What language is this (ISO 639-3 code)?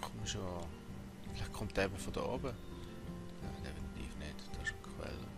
gsw